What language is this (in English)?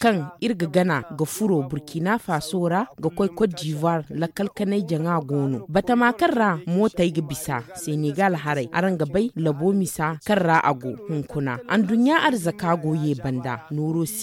Zarma